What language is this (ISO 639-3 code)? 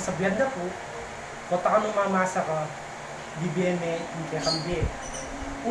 pam